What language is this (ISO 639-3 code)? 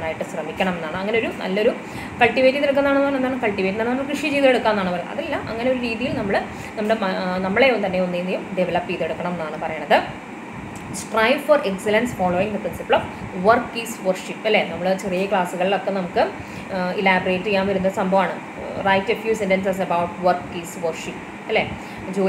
mal